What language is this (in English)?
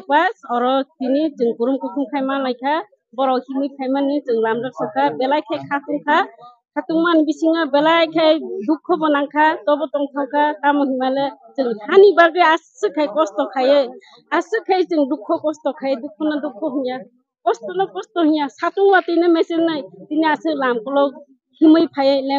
Kok Borok